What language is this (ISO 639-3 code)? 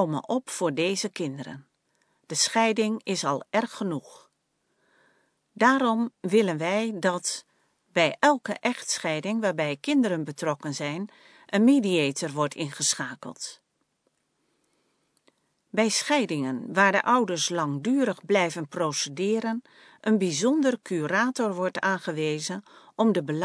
nld